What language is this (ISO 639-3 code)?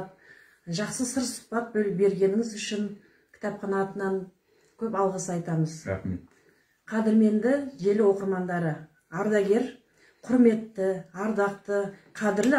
kaz